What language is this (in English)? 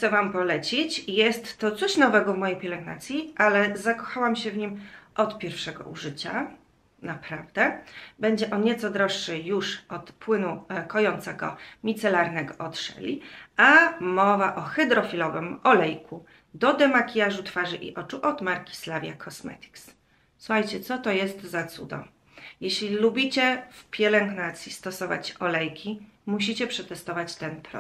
Polish